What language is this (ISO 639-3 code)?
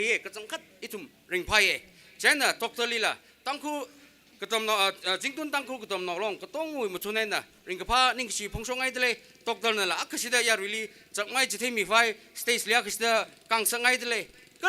nmf